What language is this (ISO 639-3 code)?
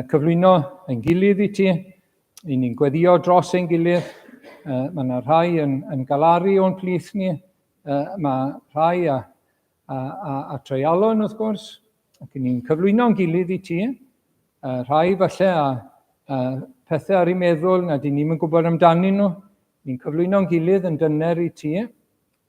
cym